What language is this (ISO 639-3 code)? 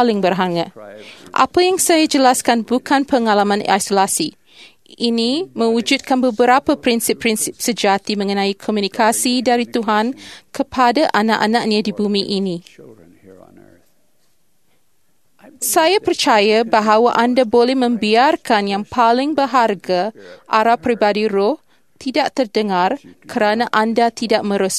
msa